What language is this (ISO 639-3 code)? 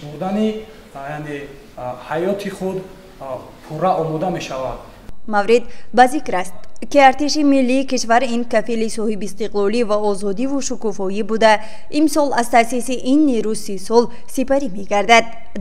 tgk